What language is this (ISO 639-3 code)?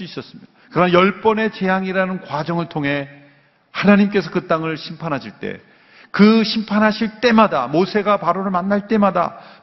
kor